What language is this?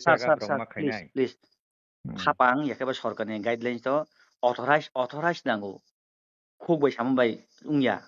Kok Borok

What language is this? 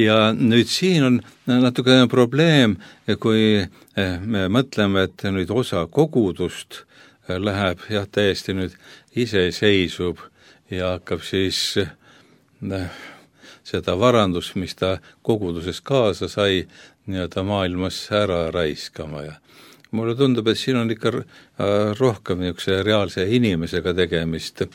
Estonian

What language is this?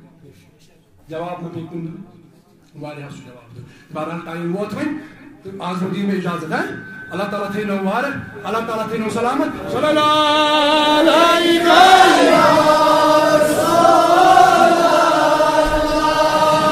Kashmiri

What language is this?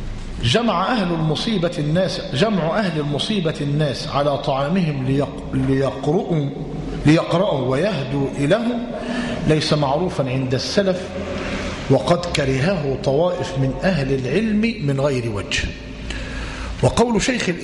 Arabic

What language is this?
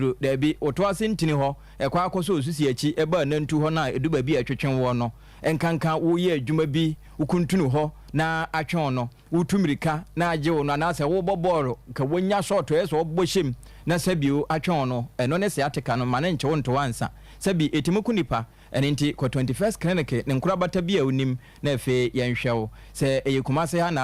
Akan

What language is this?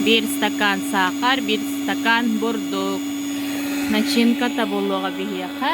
Yakut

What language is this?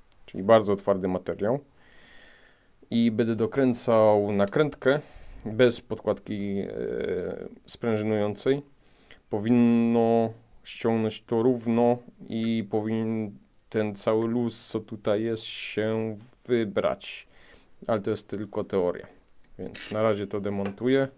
Polish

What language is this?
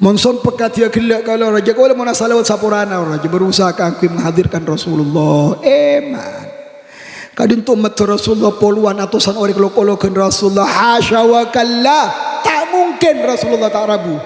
Madurese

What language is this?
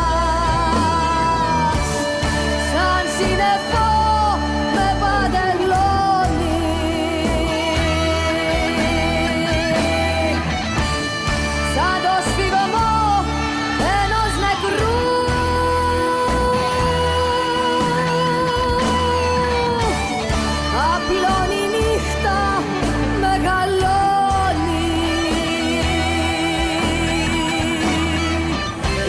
Greek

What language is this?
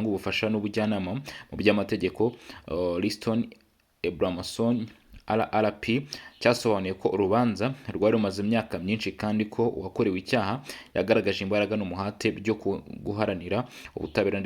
Kinyarwanda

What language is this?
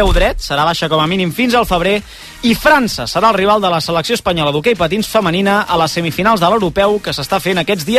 Catalan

